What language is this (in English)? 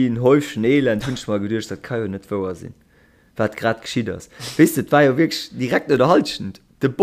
Luxembourgish